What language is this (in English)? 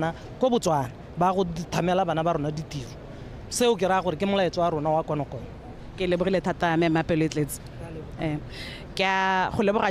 Tswana